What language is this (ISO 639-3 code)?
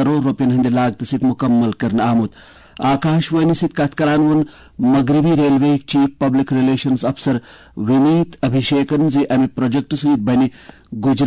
kas